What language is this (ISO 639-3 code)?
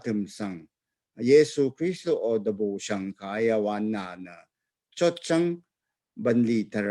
raw